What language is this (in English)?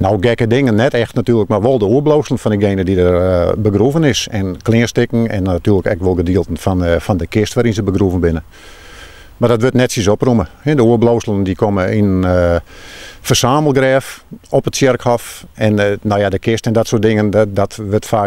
Western Frisian